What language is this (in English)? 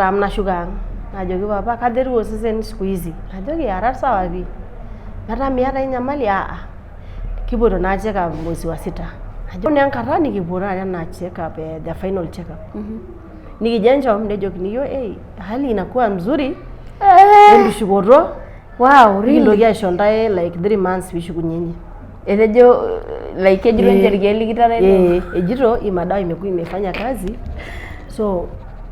Masai